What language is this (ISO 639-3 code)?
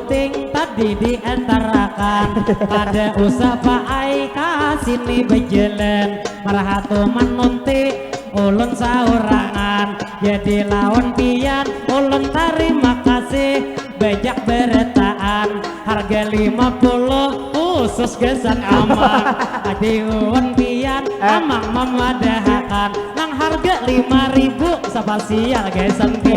bjn